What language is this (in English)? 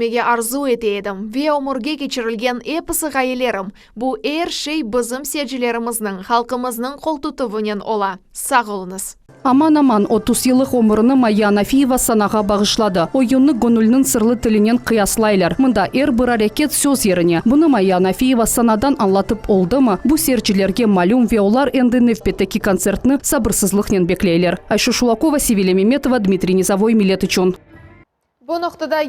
Crimean Tatar